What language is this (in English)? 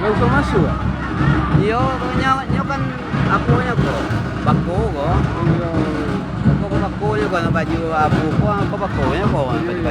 Minangkabau